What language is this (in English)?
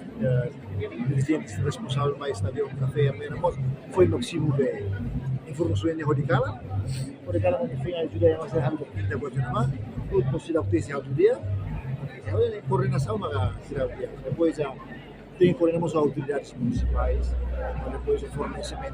Tetum